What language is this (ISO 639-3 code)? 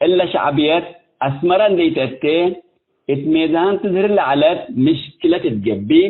tig